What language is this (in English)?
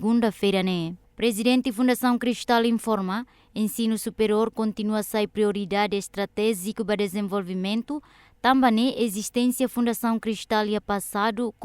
Tetum